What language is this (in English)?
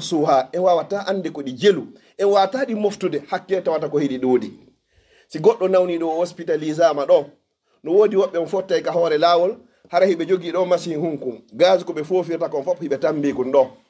Fula